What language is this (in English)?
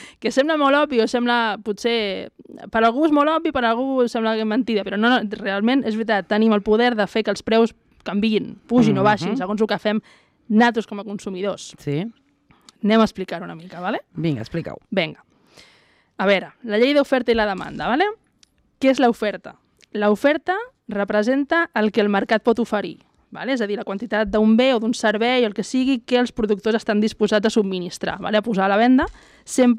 Catalan